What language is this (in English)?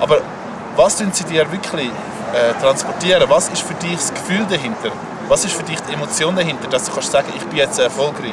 Swiss German